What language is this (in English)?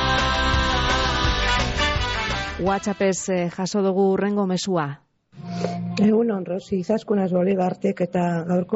Basque